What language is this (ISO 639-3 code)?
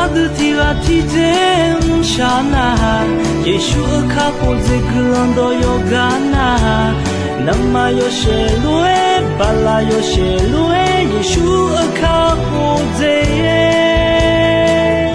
ahk